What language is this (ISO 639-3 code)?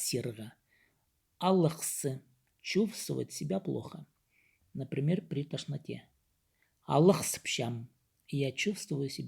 kjh